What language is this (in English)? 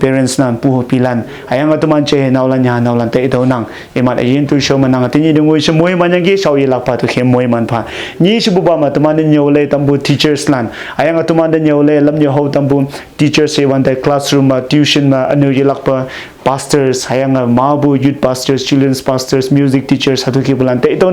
Konyak Naga